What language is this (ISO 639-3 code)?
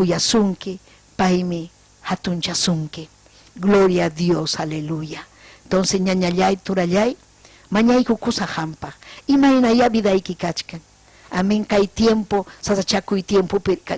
quy